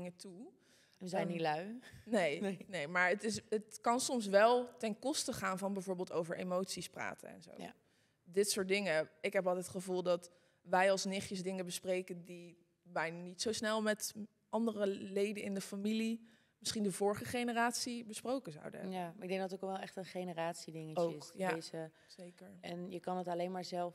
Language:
Dutch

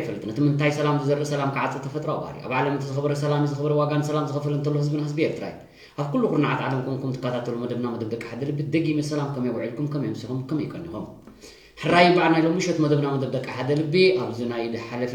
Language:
Tigrinya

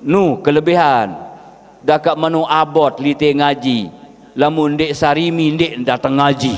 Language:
Sasak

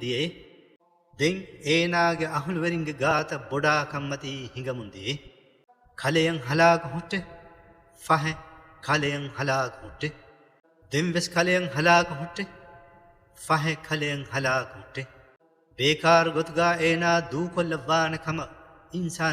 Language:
Divehi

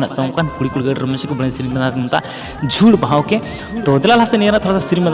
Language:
Santali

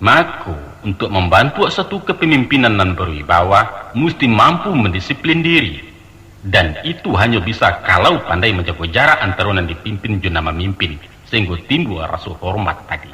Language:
Minangkabau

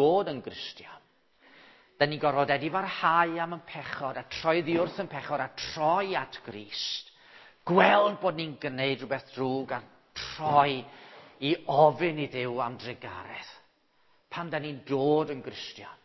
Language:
Welsh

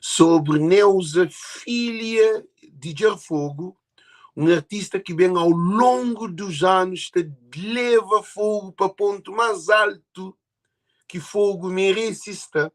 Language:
Kabuverdianu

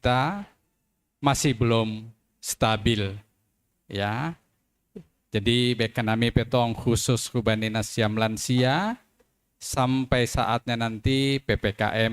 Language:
Batak Simalungun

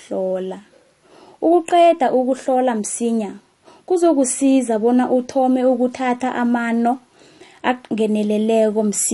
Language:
South Ndebele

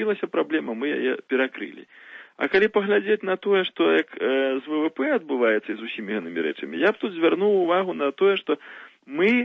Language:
Belarusian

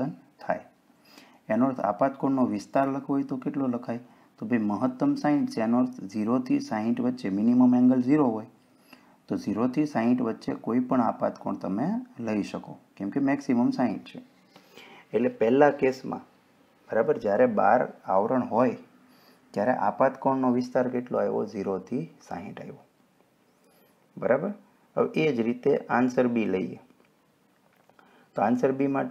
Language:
Gujarati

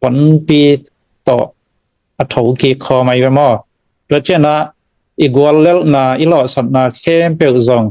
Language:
Tedim Chin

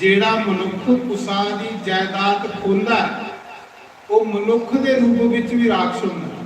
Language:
Dogri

